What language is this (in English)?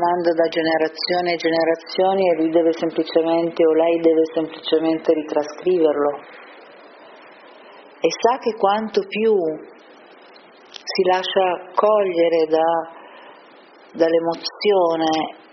Italian